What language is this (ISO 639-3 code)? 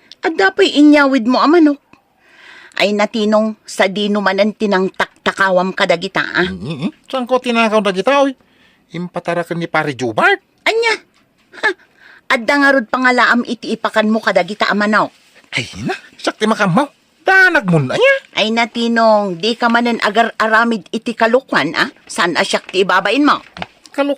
ilo